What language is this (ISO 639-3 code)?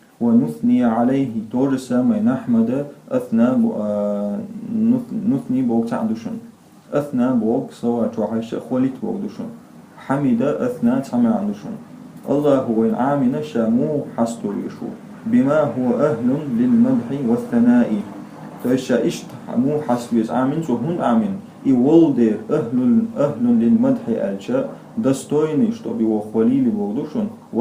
che